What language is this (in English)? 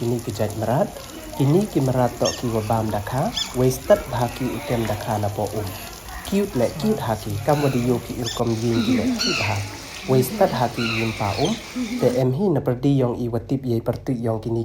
Pnar